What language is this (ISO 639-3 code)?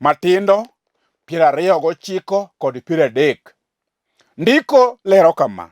luo